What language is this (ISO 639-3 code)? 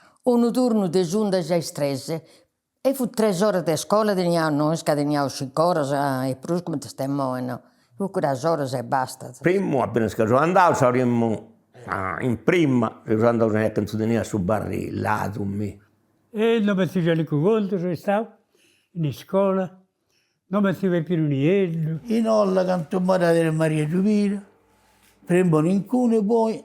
srd